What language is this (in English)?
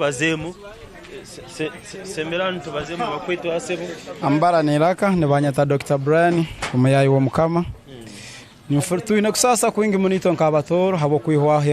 Tooro